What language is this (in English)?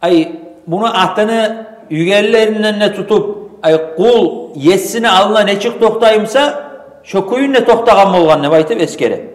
Kumyk